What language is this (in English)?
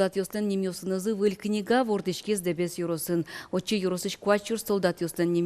Udmurt